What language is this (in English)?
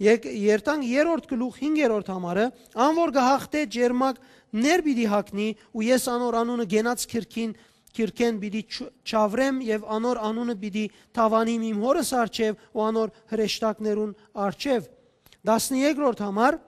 Western Armenian